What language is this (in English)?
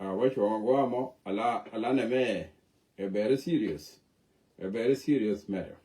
Nuer